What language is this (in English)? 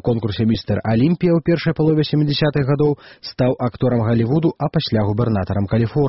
Belarusian